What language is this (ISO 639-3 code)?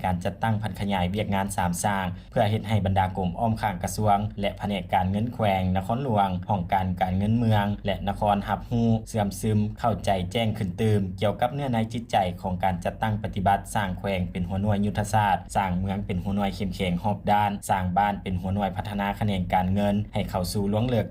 lao